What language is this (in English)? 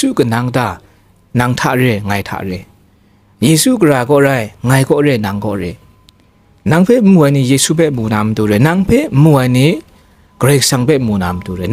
Kachin